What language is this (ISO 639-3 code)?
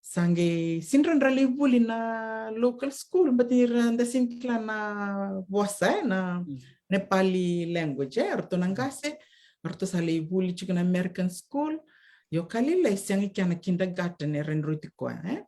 fij